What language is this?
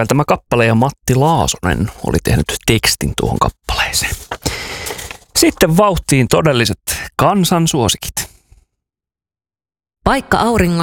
Finnish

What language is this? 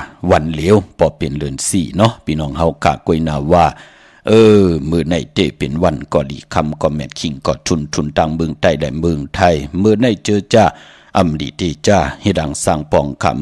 Shan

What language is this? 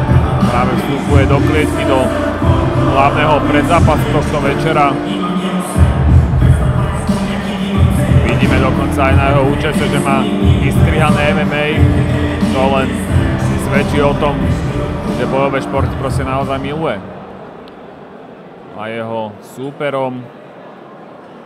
Slovak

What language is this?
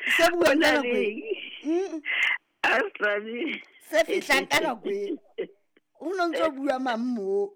Southern Sotho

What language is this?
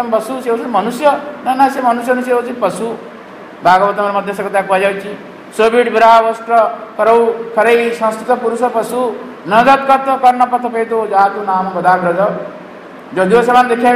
Odia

